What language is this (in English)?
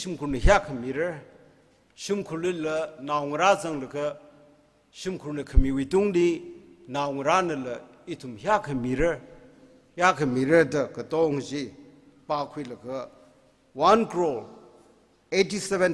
Tangkhul Naga (India)